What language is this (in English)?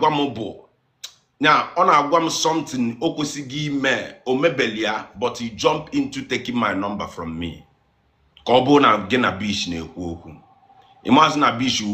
Igbo